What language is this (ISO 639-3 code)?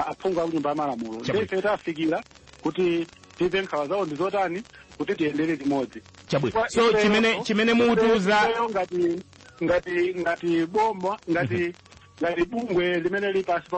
nya